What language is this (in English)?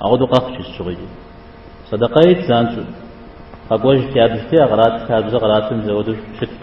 Kabardian